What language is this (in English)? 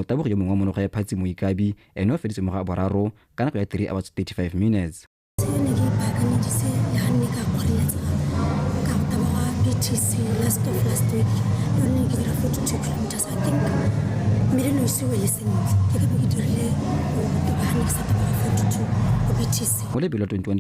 Tswana